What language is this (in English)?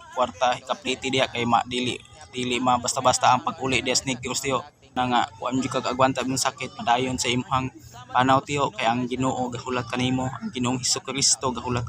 Cebuano